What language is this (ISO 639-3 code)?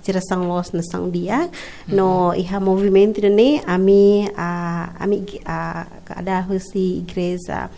tet